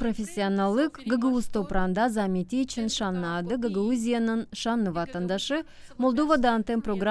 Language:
Gagauz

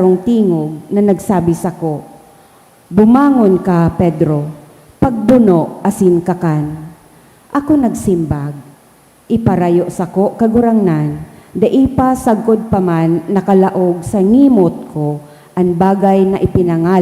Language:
Bikol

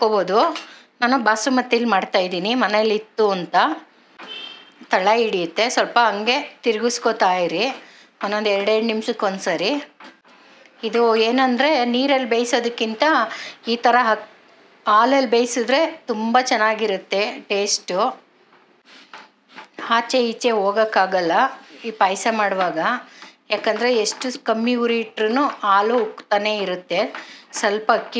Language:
Kannada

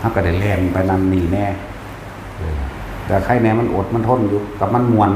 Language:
Northeastern Thai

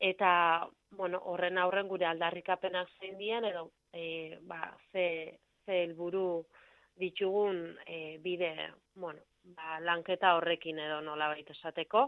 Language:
Basque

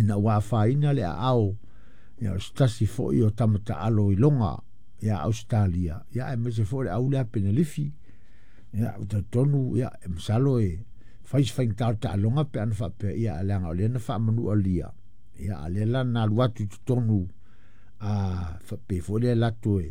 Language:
Samoan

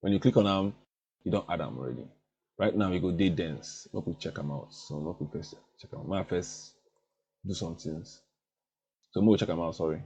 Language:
Nigerian Pidgin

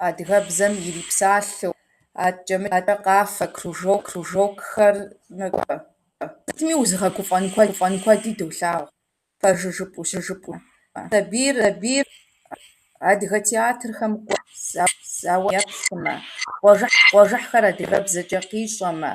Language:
Kabardian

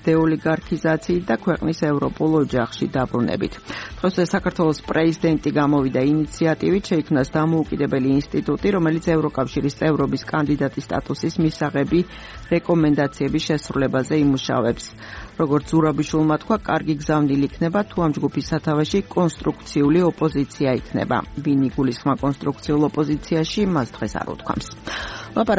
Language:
Georgian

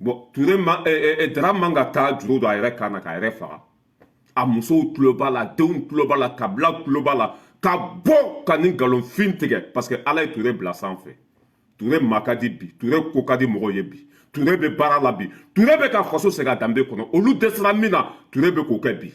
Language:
Bambara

